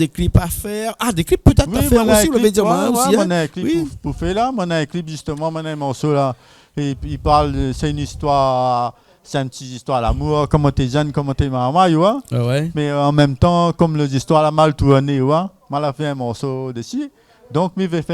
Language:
Réunion Creole French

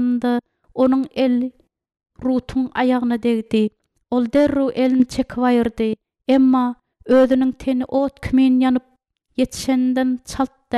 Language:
Turkmen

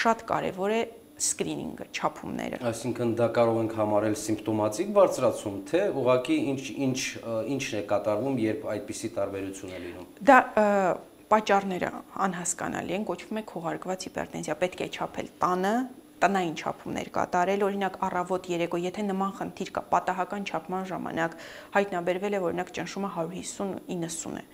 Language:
Armenian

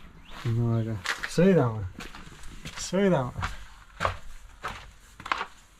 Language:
Estonian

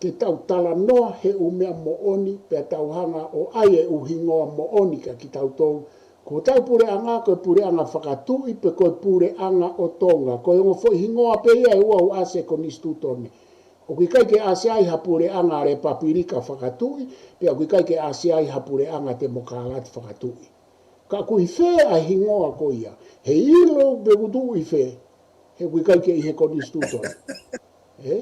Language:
Tongan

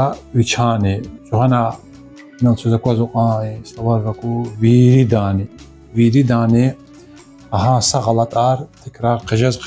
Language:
Lezghian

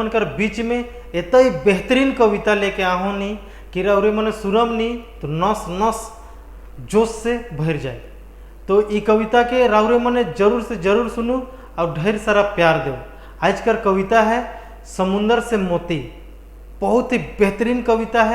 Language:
Sadri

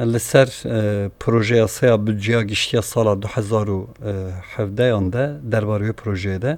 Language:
Kurdish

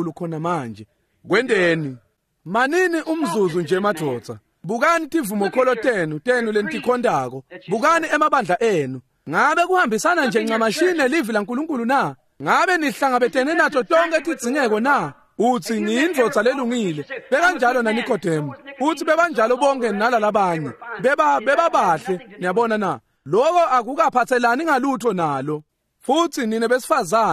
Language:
Swati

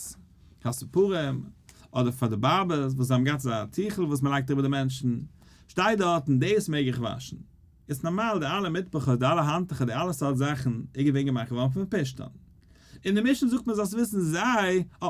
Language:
Yiddish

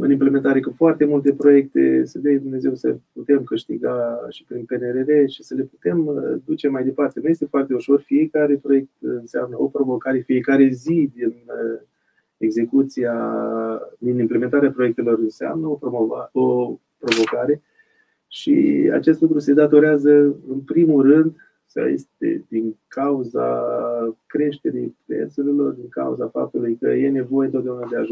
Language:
Romanian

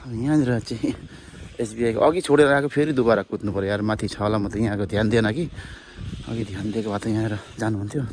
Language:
Nepali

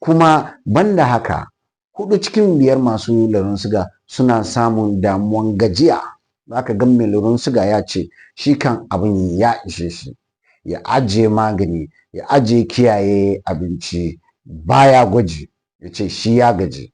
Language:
Hausa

